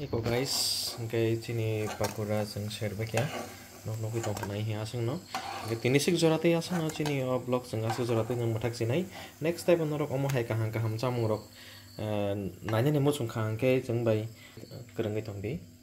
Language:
Kok Borok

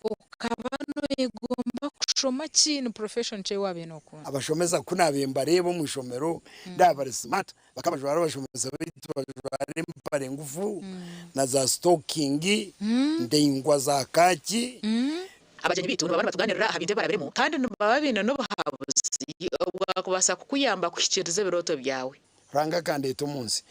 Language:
Nyankole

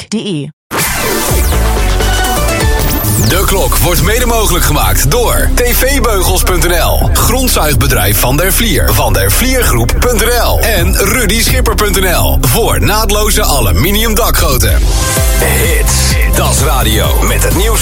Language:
Dutch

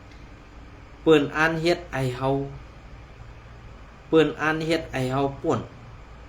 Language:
Shan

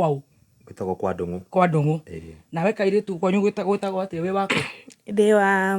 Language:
Kikuyu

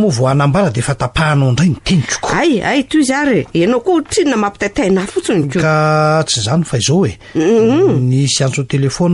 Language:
Malagasy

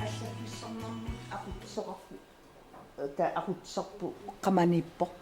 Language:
Kalaallisut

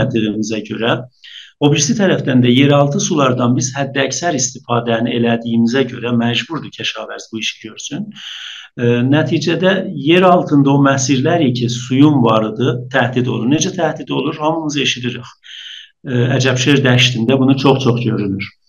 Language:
South Azerbaijani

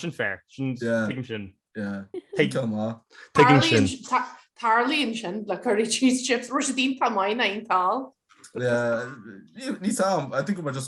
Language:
Irish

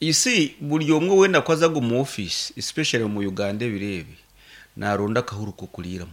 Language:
Nyankole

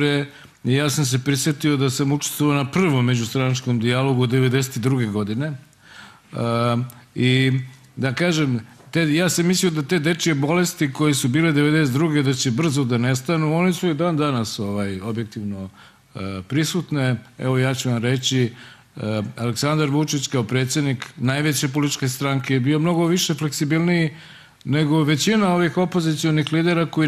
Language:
Serbian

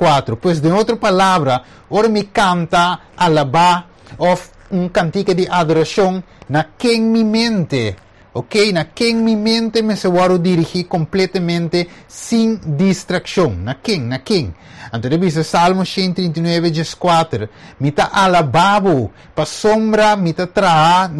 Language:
Papiamento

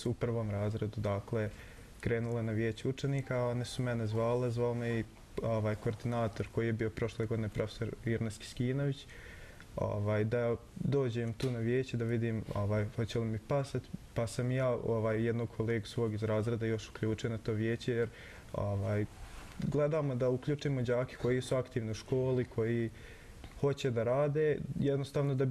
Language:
Bosnian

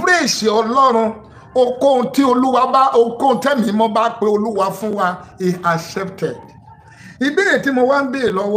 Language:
Yoruba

